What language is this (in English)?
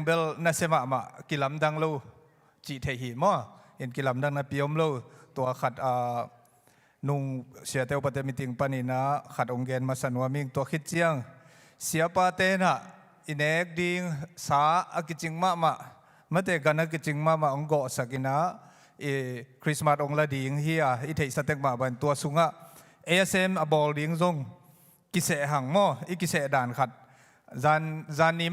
Tedim Chin